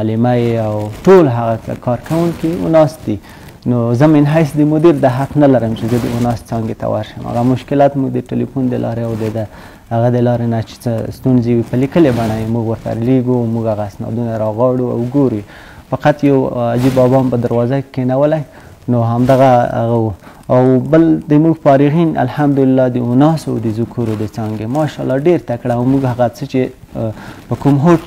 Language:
Pashto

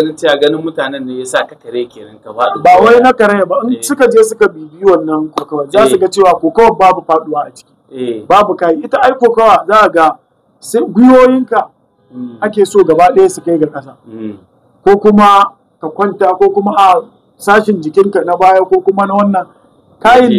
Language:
Hausa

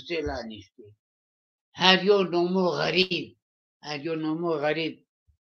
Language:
Zaza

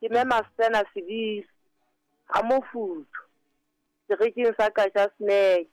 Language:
Southern Sotho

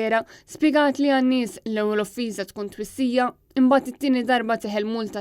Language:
Maltese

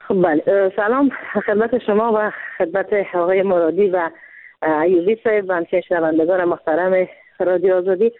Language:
Persian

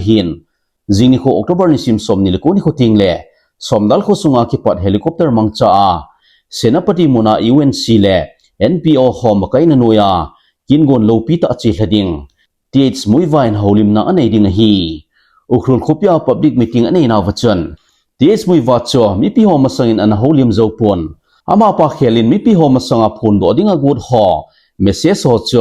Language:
Thado Chin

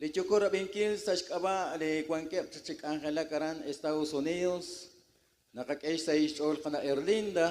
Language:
Kekchí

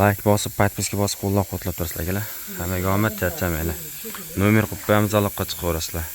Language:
Uzbek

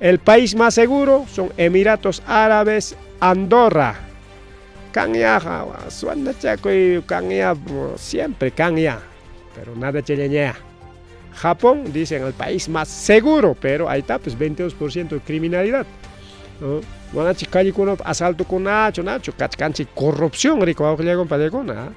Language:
Ayacucho Quechua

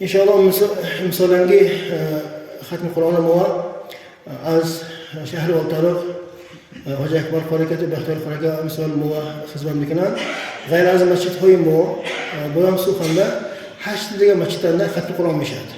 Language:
Tajik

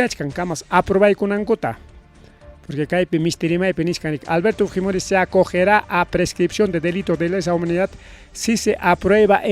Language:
Ayacucho Quechua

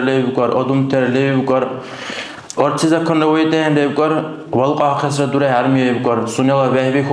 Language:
Dargwa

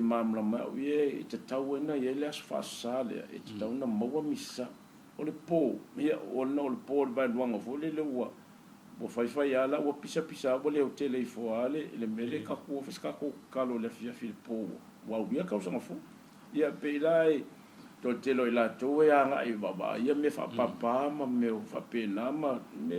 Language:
Samoan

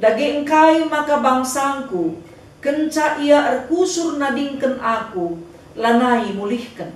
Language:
Batak Karo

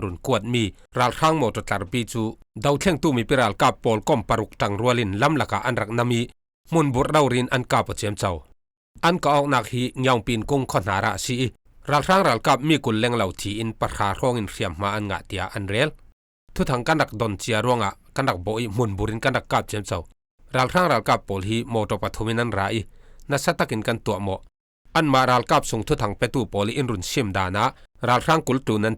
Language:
Falam Chin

